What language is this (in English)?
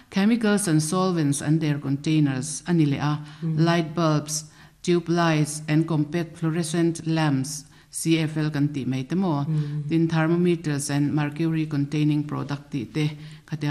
Mizo